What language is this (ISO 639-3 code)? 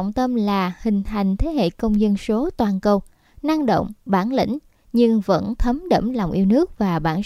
vie